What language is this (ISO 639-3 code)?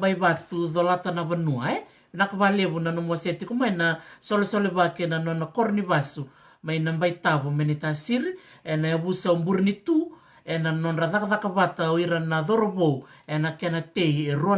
fij